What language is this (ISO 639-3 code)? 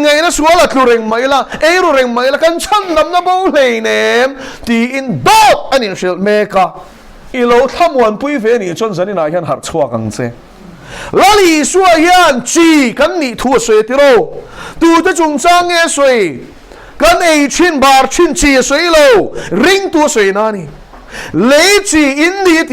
lus